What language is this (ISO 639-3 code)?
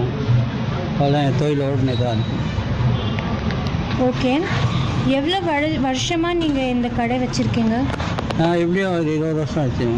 tam